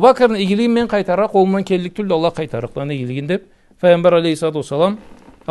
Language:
Karachay-Balkar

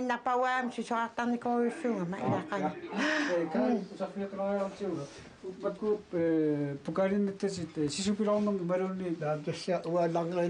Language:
Kalaallisut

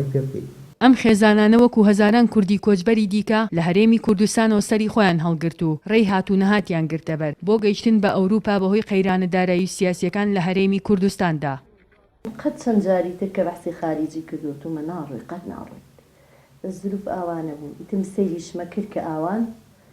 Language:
Central Kurdish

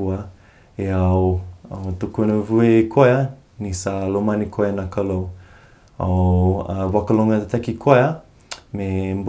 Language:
Fijian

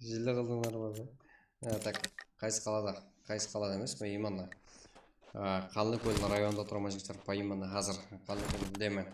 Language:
Kara-Kalpak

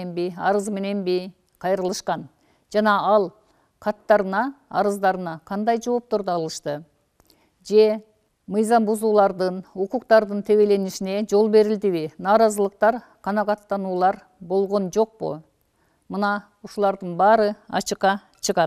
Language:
Kyrgyz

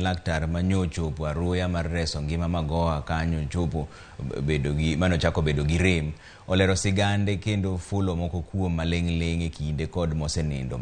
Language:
Luo (Kenya and Tanzania)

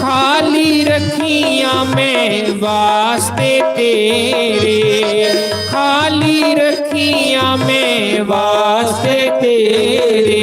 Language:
Dogri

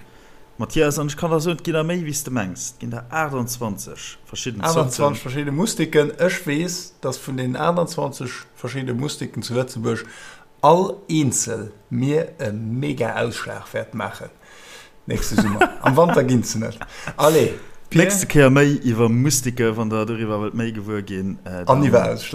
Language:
Luxembourgish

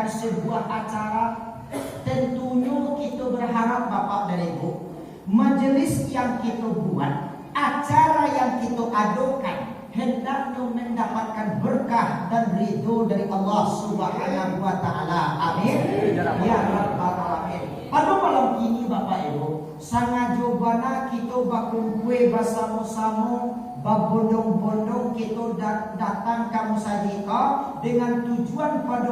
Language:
Minangkabau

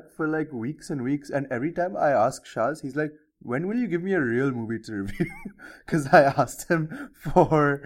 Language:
English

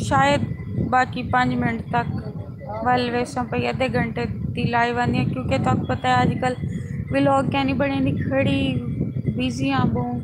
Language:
Saraiki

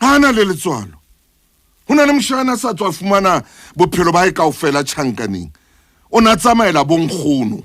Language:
Southern Sotho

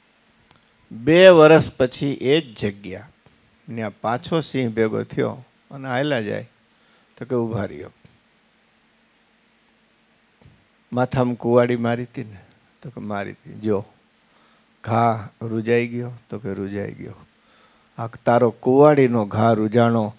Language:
Gujarati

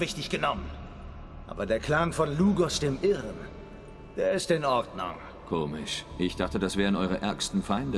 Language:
Swiss German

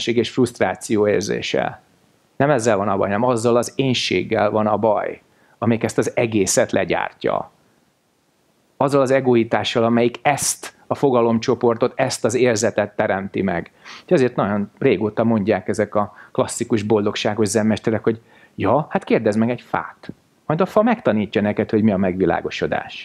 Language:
Hungarian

